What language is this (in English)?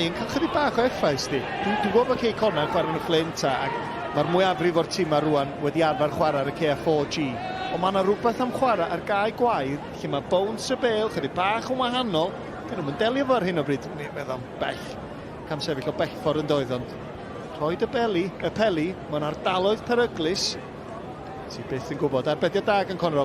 Welsh